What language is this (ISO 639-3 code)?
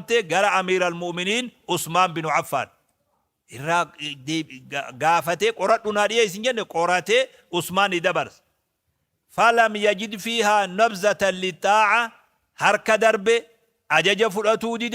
orm